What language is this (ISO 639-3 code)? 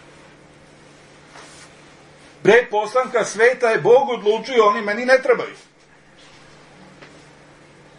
srp